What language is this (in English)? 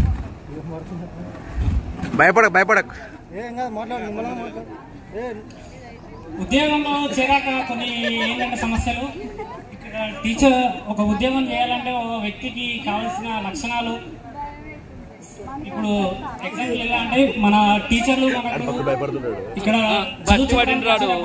Telugu